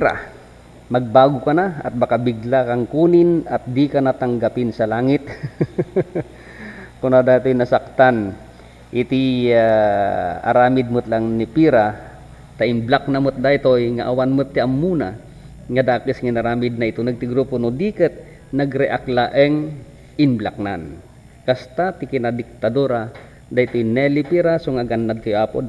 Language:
Iloko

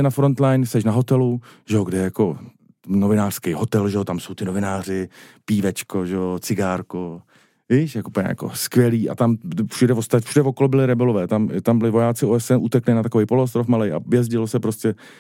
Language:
Czech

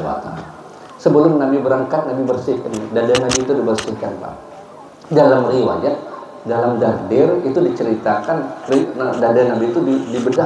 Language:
Banjar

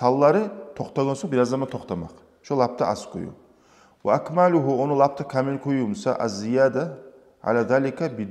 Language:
Kumyk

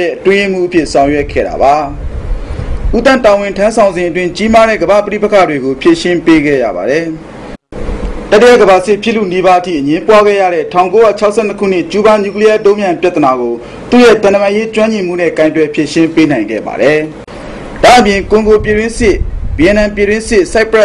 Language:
Burmese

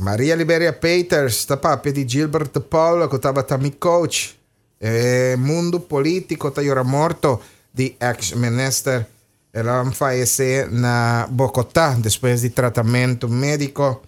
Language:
Papiamento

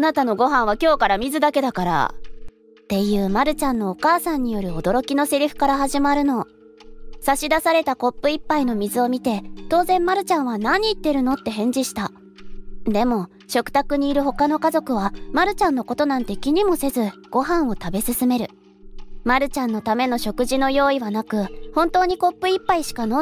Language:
Japanese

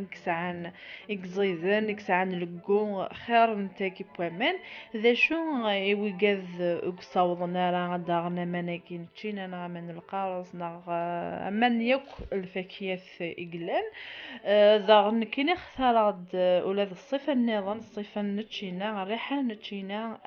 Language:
Kabyle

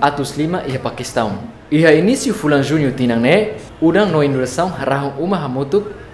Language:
Tetum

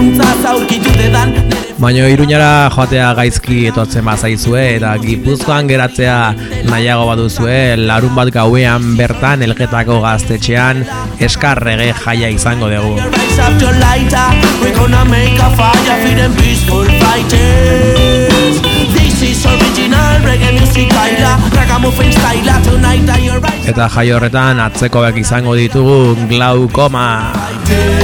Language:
Basque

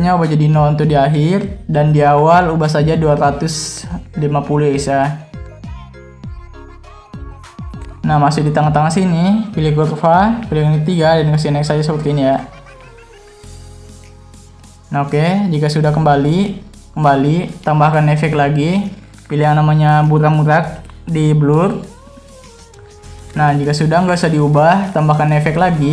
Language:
Indonesian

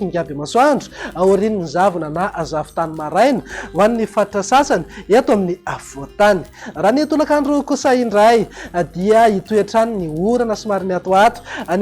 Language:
Malagasy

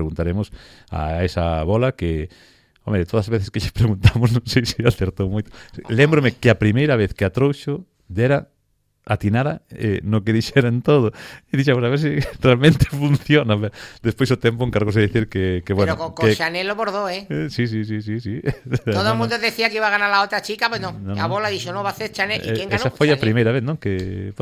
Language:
Galician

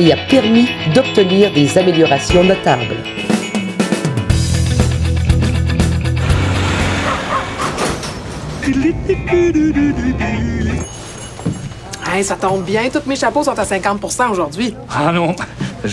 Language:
French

